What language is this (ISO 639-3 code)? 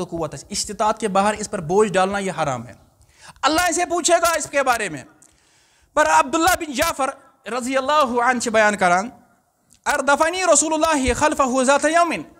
kas